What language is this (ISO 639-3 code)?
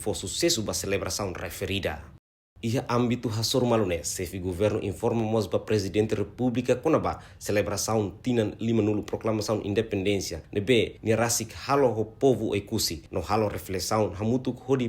tet